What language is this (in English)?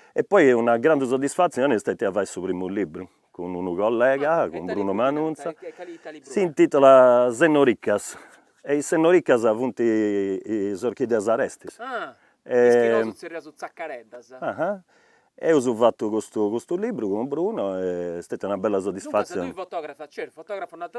Sardinian